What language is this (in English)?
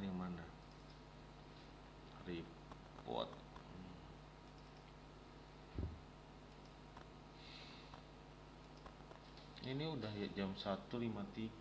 Indonesian